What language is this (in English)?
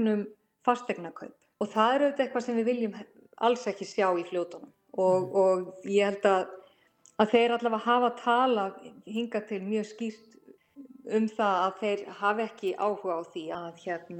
Icelandic